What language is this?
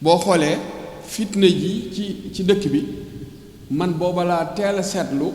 Wolof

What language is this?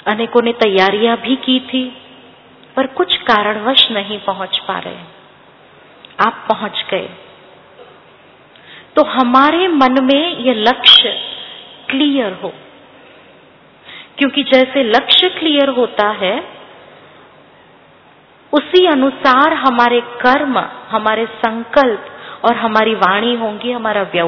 Hindi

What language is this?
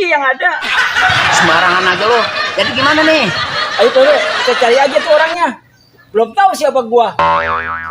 Betawi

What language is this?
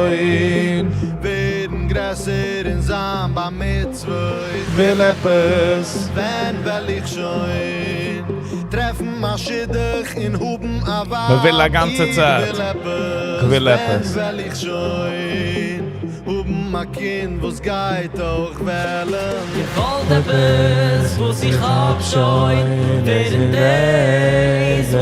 Yiddish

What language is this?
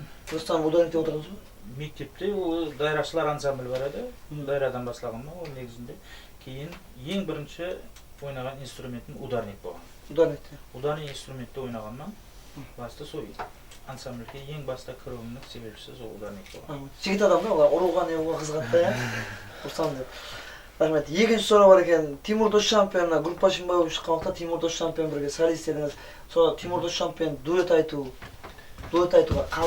Kara-Kalpak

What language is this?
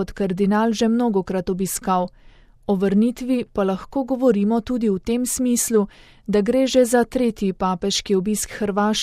Slovenian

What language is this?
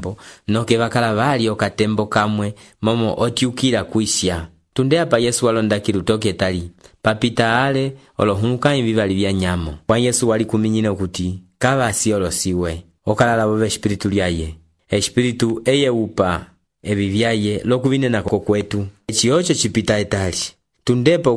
Umbundu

